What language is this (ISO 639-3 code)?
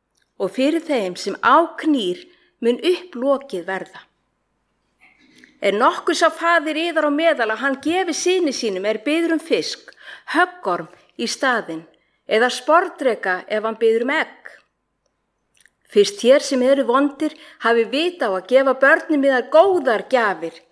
isl